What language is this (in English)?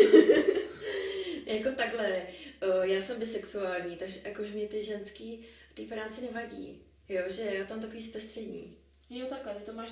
Czech